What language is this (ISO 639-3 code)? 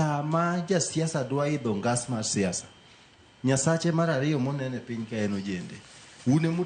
luo